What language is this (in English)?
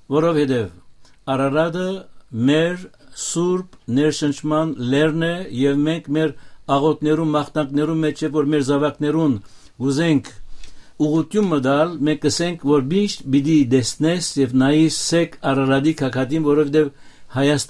Western Armenian